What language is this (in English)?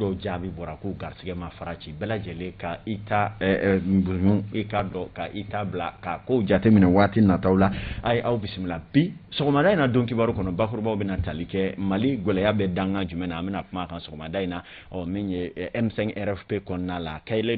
Bambara